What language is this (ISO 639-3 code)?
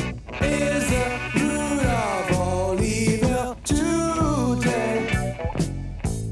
eng